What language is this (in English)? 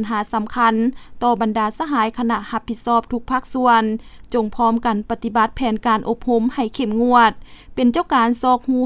Lao